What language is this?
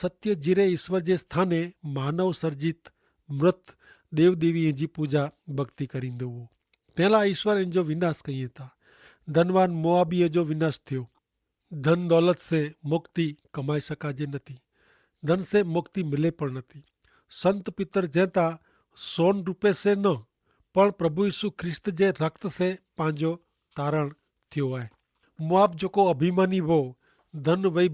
Kachhi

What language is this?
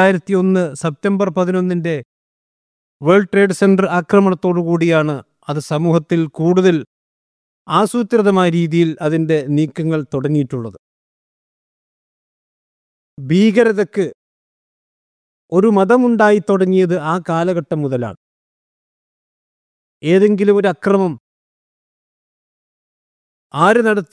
Malayalam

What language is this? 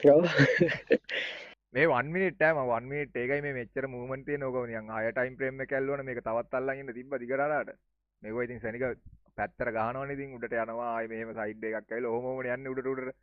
Sinhala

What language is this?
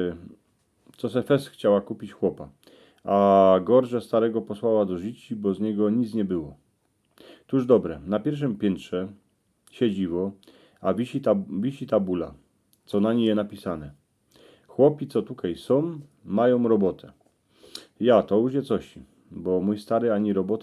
Silesian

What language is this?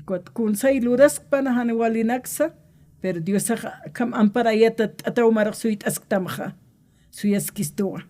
Aymara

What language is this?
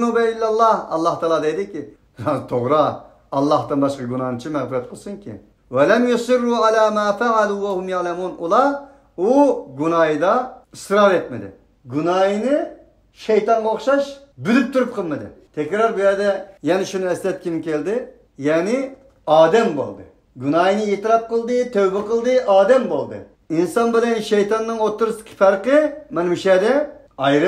Uyghur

